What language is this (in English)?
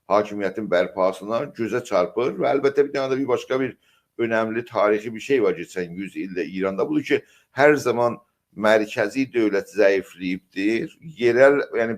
South Azerbaijani